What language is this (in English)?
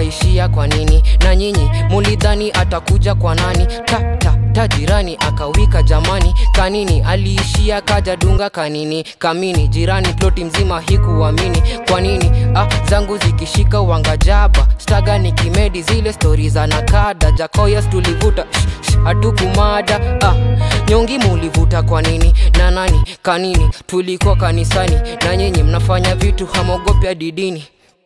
Swahili